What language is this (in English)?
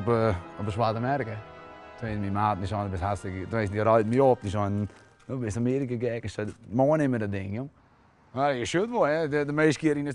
Western Frisian